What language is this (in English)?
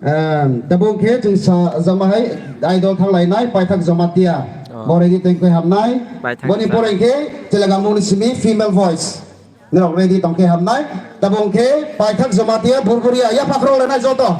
Kok Borok